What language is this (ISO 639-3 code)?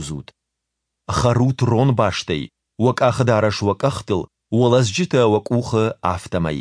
oss